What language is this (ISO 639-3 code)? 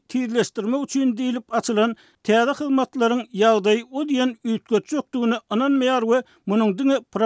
tuk